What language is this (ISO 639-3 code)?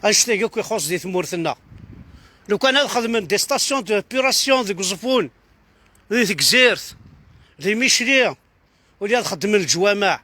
kab